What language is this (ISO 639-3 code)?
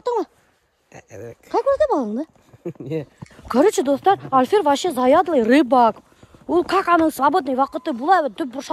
bak